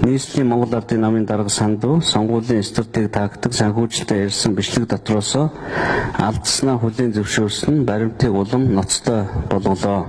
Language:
Mongolian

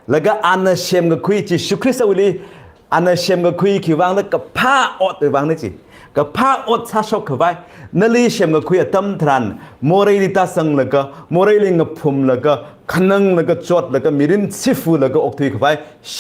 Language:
Tangkhul Naga (India)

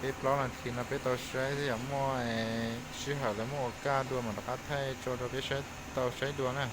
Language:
Hmong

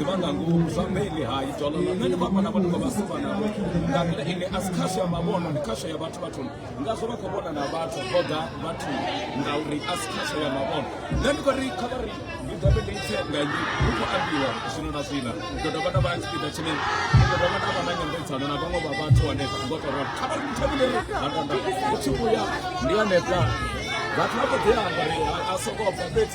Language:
Venda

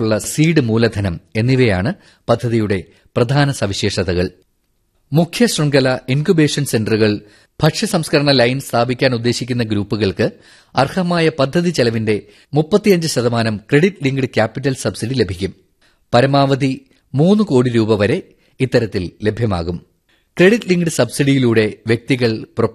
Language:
Malayalam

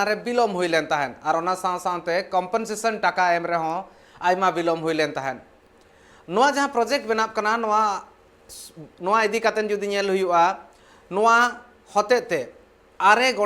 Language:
Santali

